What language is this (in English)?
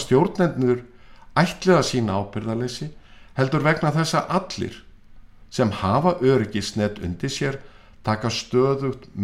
Icelandic